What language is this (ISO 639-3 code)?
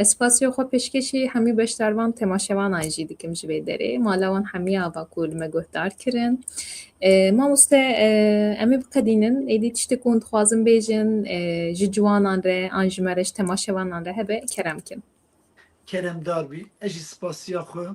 kur